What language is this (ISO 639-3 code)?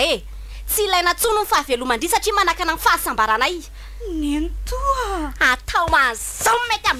mlg